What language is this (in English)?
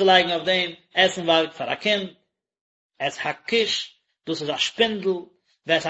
Yiddish